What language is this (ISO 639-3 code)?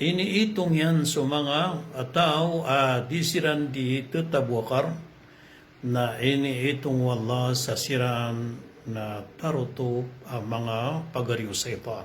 mrw